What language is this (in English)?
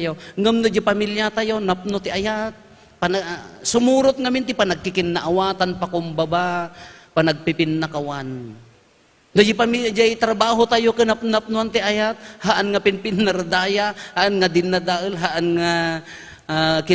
Iloko